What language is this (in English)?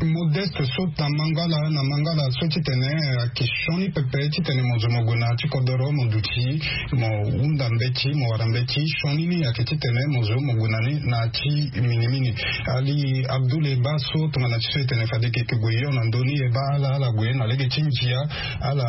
Sango